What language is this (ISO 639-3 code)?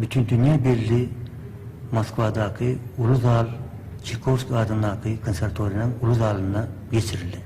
tuk